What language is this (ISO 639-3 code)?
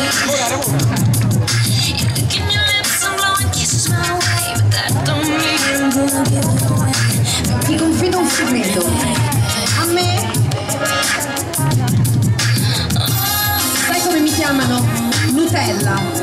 ita